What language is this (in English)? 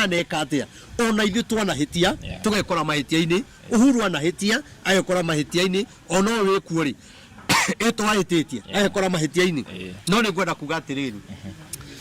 Kikuyu